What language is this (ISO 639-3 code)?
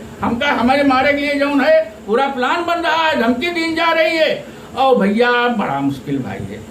awa